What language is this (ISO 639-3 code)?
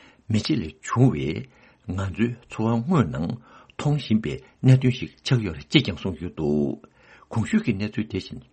bod